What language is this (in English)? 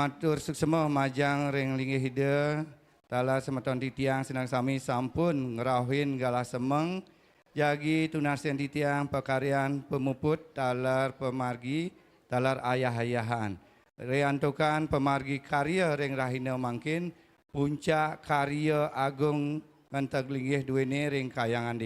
Balinese